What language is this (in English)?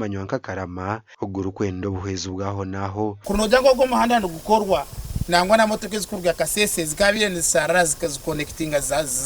Nyankole